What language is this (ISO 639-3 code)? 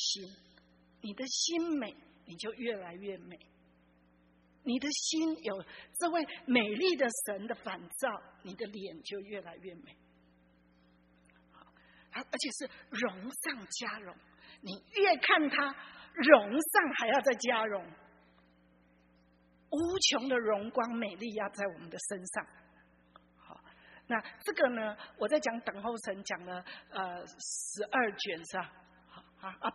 zho